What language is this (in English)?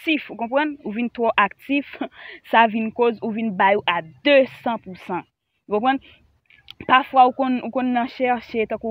Haitian Creole